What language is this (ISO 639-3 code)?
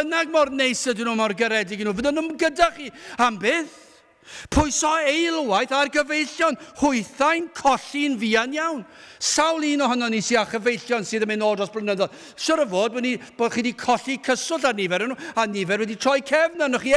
cym